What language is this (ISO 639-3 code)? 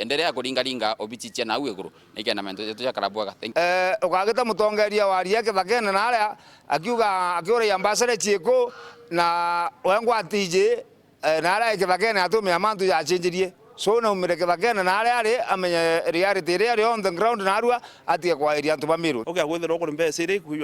mer